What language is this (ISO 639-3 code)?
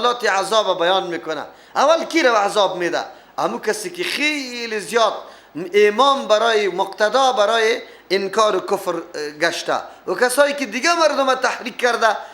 fas